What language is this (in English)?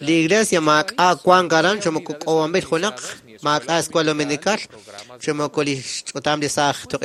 Kekchí